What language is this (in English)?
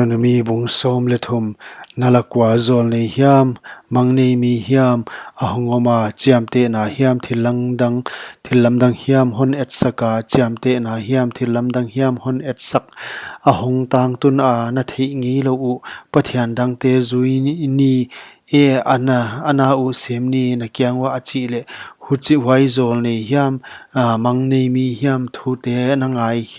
Paite Chin